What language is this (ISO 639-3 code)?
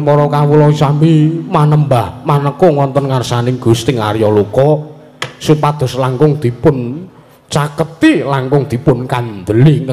jav